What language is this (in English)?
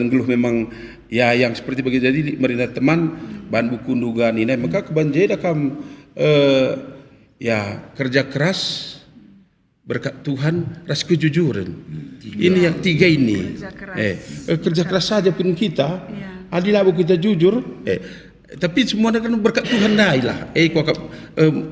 Batak Karo